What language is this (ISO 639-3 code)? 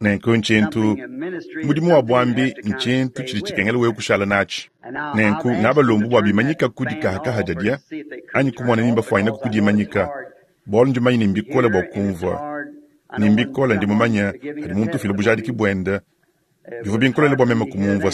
lua